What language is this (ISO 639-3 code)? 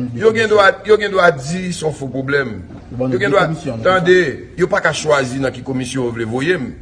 hat